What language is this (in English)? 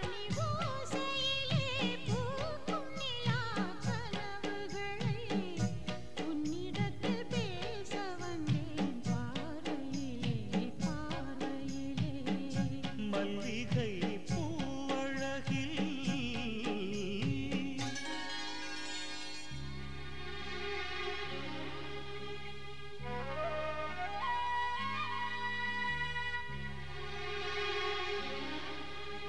Tamil